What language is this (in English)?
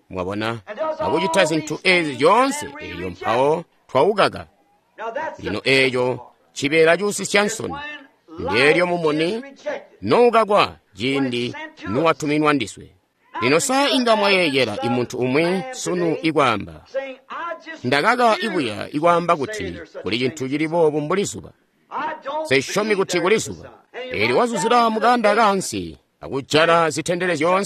Tonga (Zambia)